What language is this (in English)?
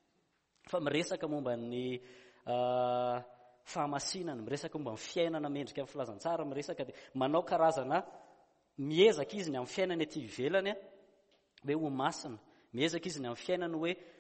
Malagasy